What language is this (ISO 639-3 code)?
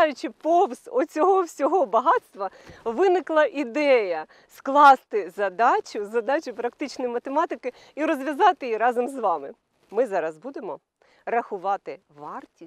ukr